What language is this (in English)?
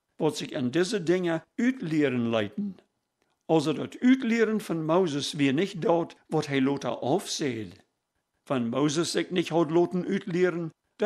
Plautdietsch